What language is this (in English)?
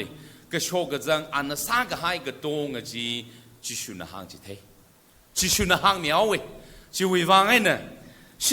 Tangkhul Naga (India)